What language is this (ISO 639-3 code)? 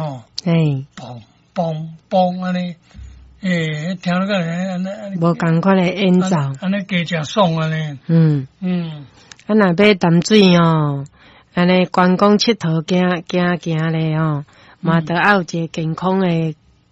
nan